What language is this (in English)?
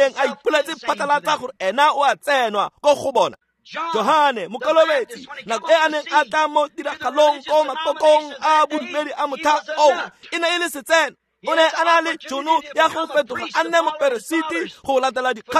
Tswana